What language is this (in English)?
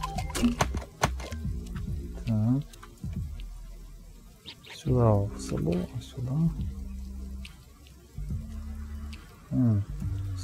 Ukrainian